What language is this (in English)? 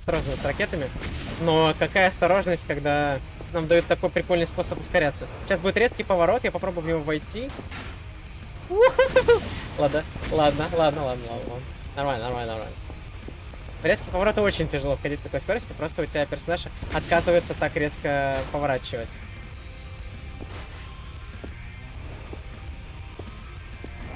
Russian